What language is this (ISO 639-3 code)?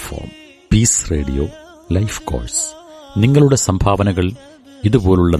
mal